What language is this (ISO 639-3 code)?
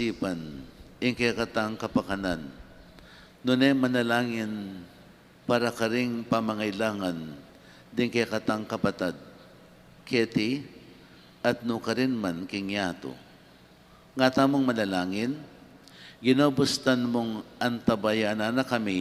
pam